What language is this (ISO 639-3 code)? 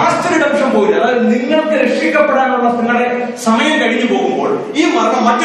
mal